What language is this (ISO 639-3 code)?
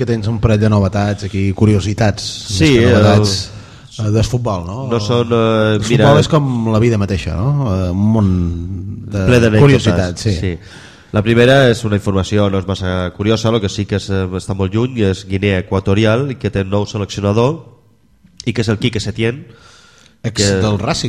cat